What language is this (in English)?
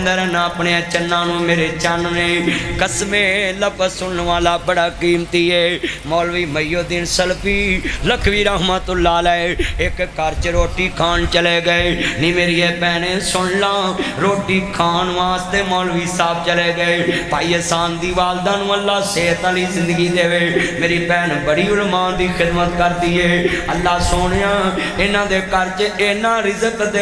Western Panjabi